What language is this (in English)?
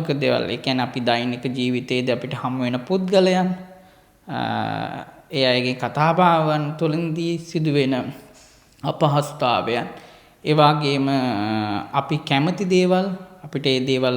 Sinhala